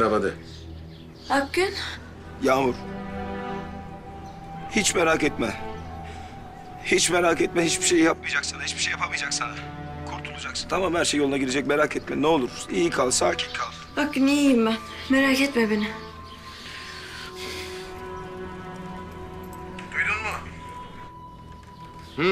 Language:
Turkish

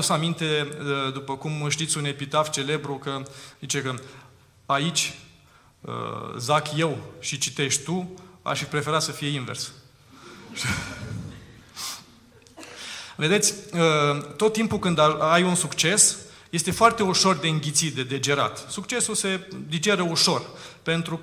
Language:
Romanian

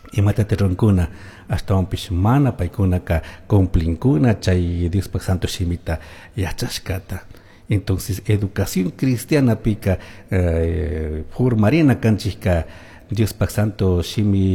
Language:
Chimborazo Highland Quichua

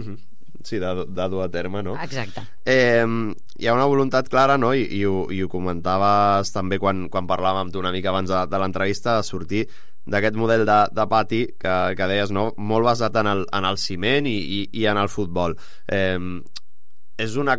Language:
Catalan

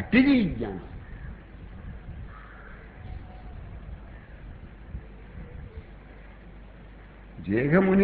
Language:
Telugu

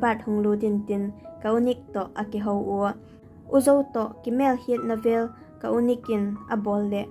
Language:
Vaiphei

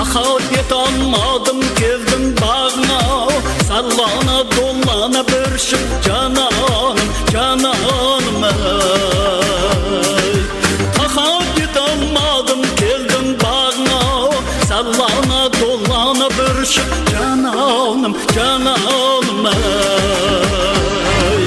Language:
Kara-Kalpak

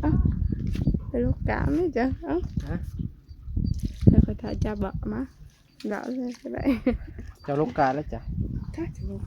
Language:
Northeastern Thai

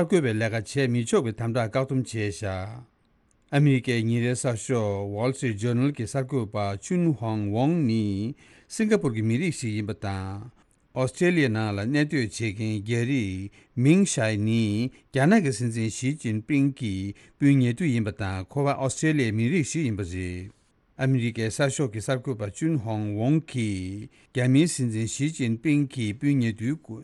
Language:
Tibetan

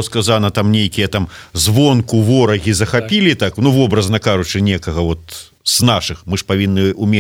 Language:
Belarusian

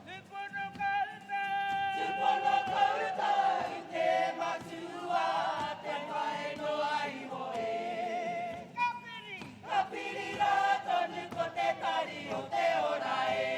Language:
Māori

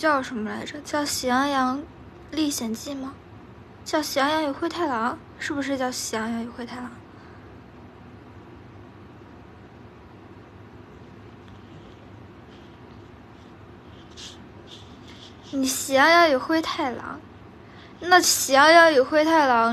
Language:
Chinese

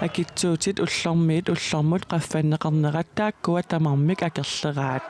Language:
Kalaallisut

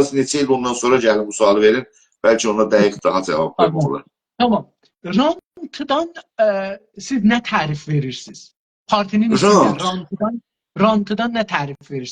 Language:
South Azerbaijani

